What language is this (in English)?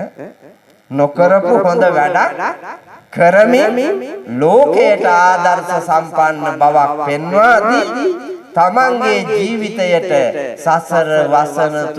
Sinhala